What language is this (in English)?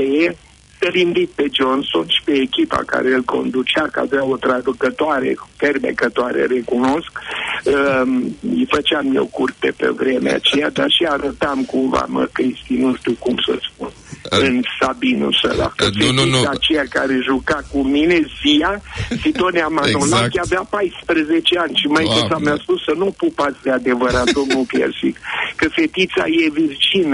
Romanian